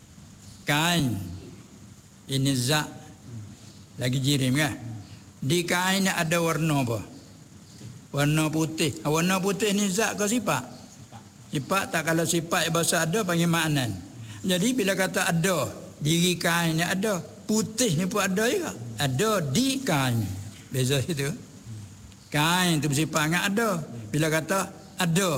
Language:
Malay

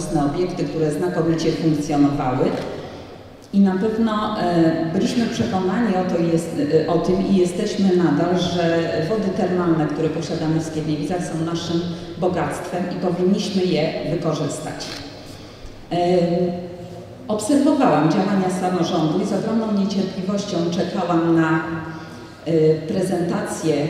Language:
Polish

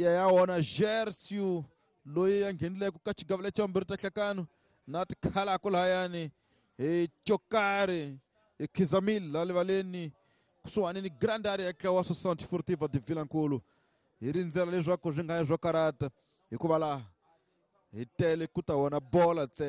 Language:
Tsonga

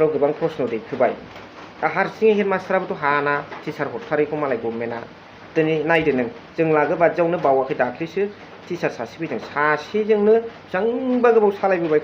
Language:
Bodo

